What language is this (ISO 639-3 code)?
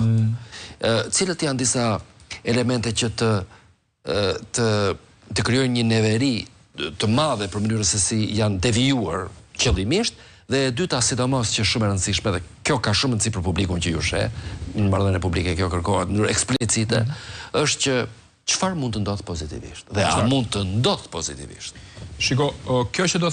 sqi